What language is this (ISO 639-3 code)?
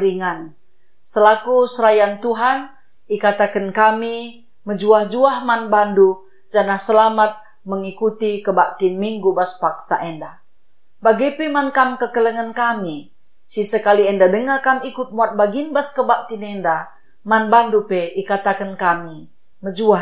btx